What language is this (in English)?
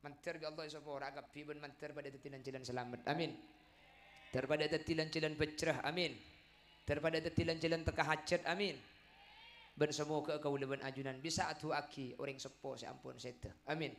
Madurese